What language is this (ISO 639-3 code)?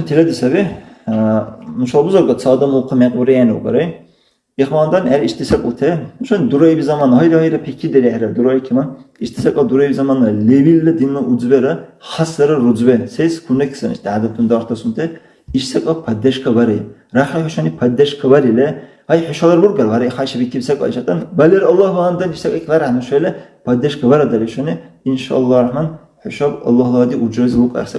dar